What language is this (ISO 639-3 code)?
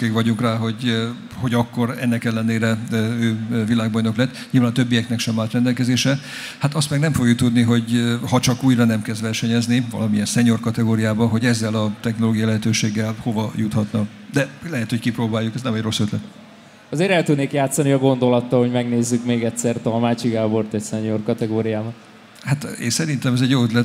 hun